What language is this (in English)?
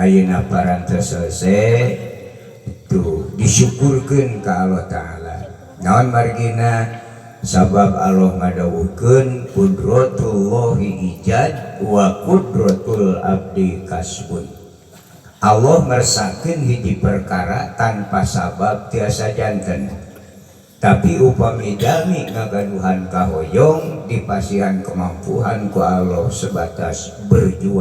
Sundanese